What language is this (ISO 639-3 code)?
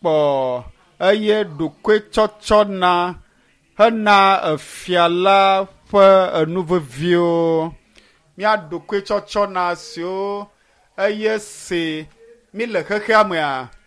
ewe